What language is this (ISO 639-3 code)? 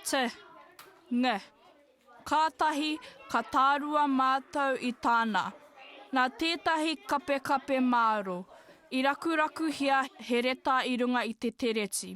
mri